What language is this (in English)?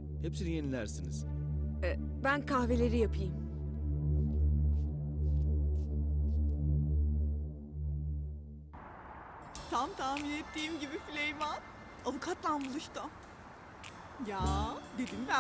Turkish